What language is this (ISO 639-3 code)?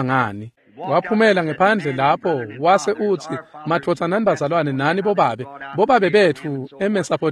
ssw